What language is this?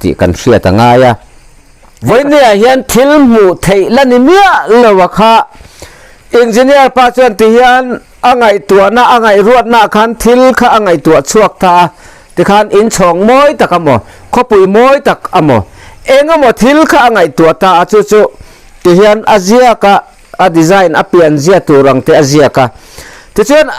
Mizo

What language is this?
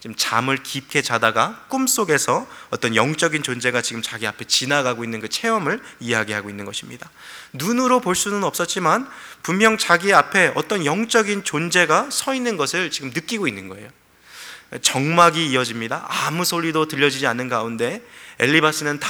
Korean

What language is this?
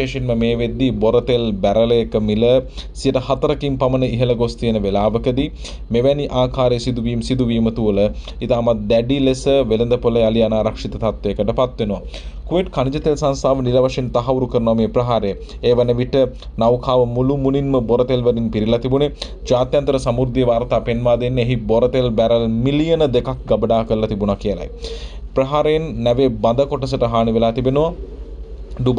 Sinhala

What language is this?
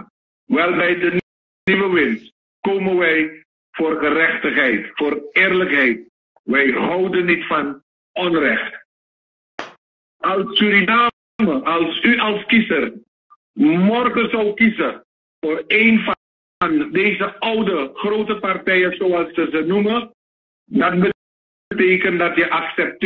Dutch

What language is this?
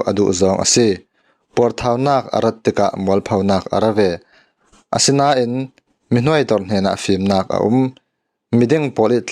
Falam Chin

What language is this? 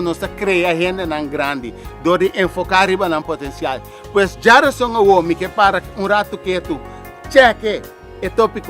Papiamento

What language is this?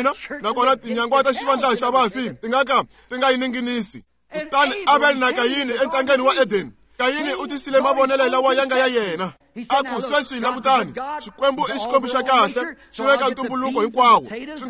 Tsonga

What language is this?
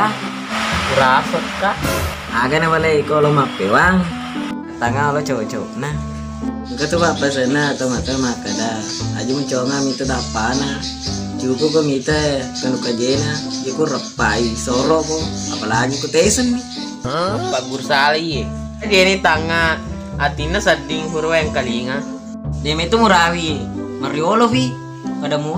Buginese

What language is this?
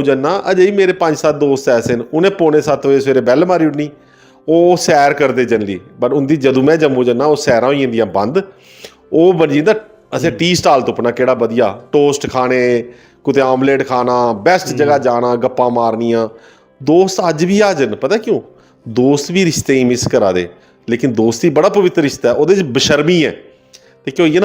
Dogri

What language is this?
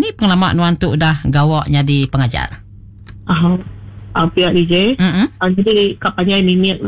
Iban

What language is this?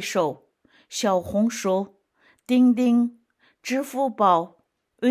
Uyghur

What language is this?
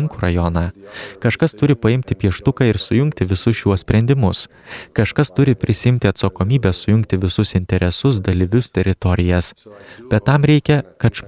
Lithuanian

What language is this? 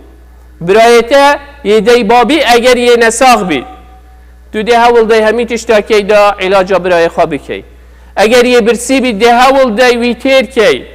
Kurdish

